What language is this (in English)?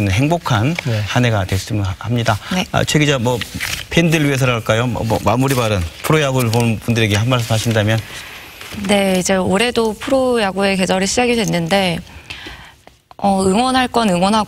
Korean